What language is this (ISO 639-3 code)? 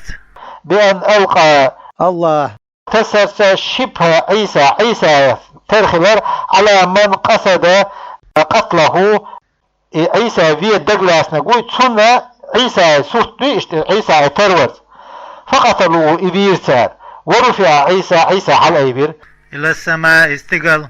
che